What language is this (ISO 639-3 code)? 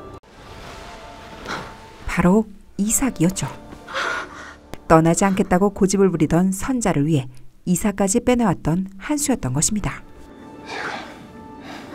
kor